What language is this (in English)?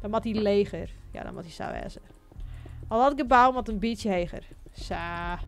Western Frisian